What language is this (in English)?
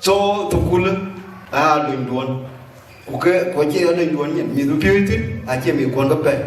Dinka